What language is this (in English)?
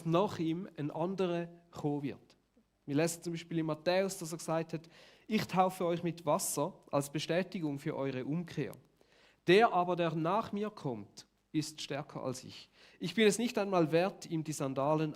Swiss German